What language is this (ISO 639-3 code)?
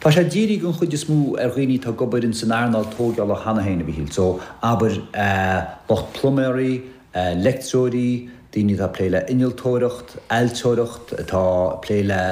gle